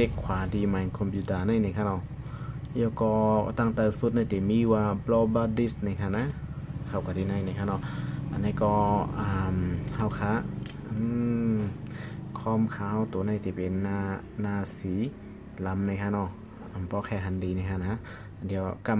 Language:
Shan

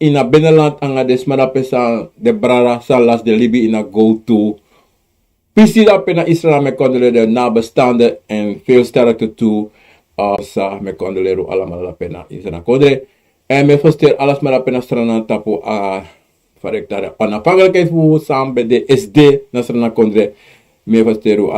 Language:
Sranan Tongo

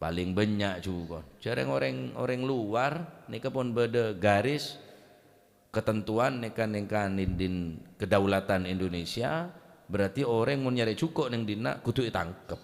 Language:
Madurese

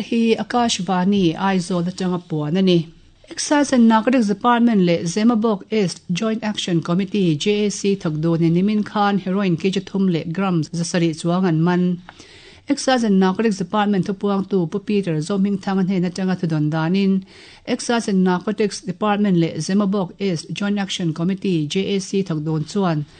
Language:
Mizo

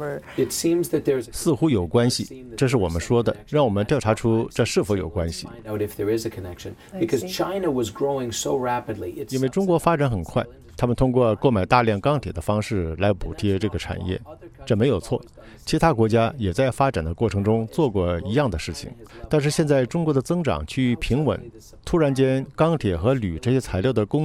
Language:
Chinese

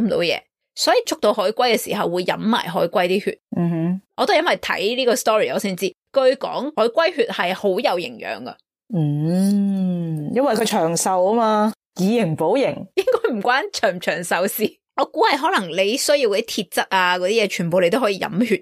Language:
Cantonese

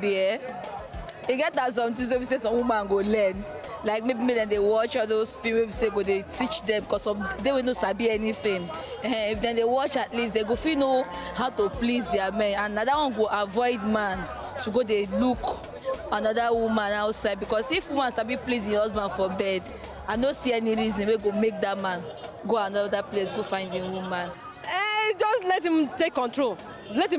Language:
Nigerian Pidgin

